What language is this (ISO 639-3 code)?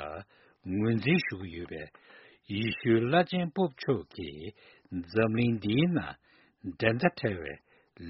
bod